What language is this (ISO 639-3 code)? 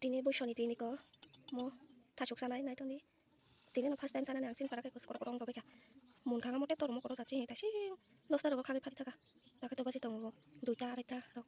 trp